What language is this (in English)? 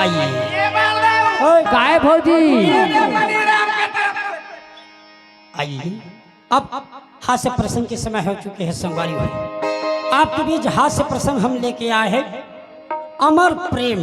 Chhattisgarhi